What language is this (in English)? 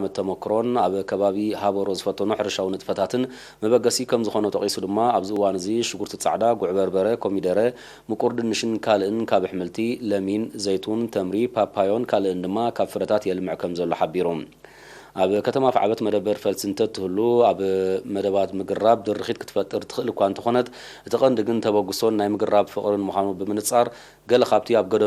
Tigrinya